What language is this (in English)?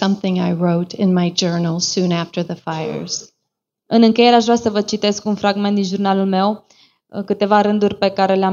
Romanian